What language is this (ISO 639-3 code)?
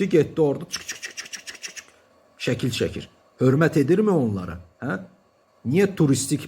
aze